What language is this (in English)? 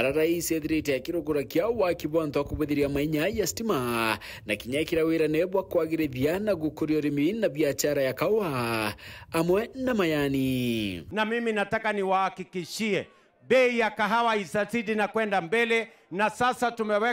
Meru